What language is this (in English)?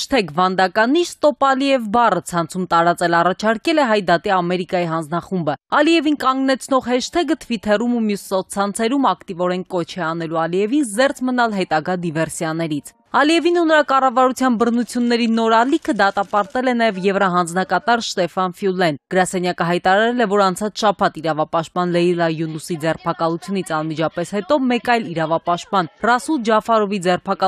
Armenian